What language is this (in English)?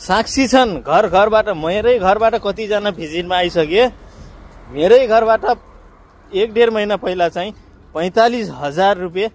Nepali